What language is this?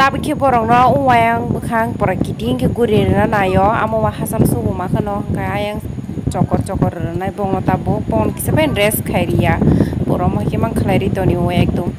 Kok Borok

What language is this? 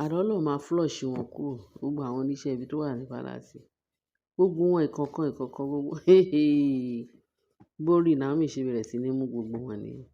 Yoruba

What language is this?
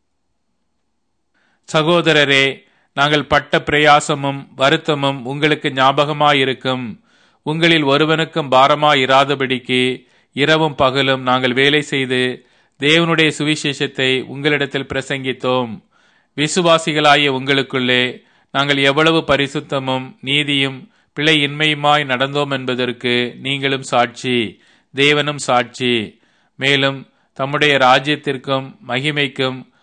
Tamil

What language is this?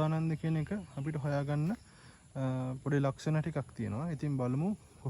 Sinhala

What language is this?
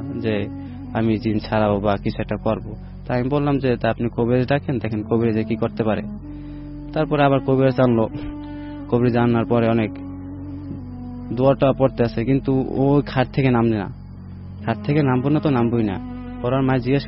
Bangla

